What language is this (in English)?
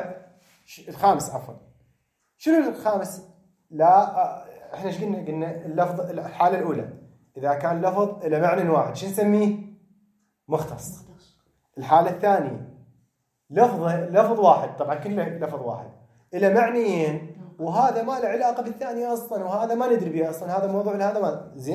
Mesopotamian Arabic